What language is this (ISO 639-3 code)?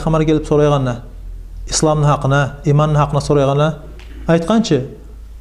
kum